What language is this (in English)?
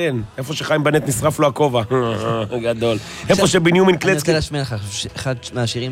Hebrew